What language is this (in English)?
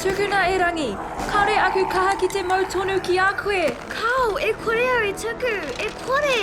Māori